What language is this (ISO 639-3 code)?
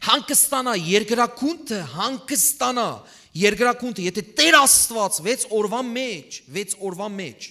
hyw